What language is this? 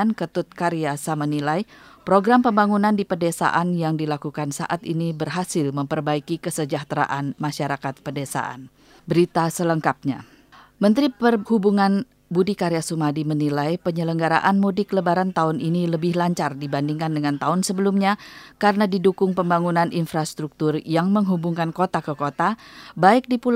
Indonesian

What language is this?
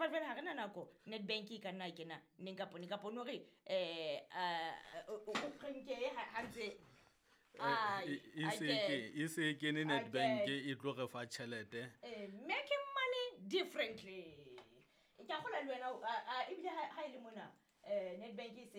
Southern Sotho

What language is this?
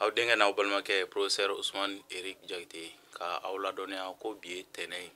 Bambara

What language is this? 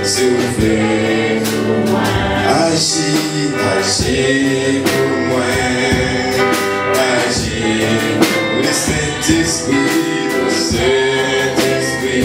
Haitian Creole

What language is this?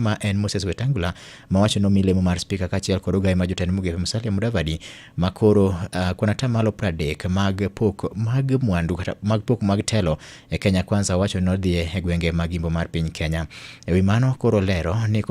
Luo (Kenya and Tanzania)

